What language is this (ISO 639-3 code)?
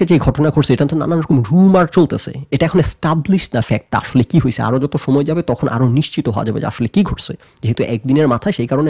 ben